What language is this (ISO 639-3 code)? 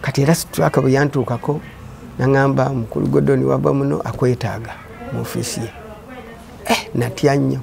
lug